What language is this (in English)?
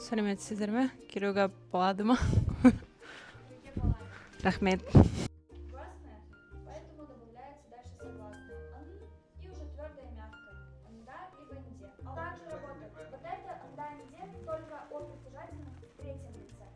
Yakut